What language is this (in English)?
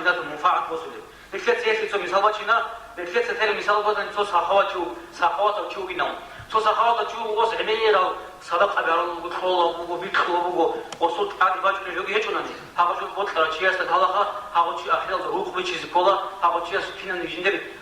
Avaric